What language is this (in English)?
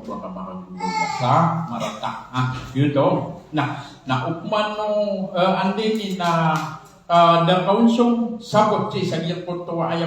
Maranao